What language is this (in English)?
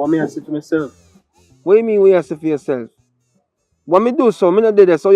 Jamaican Creole English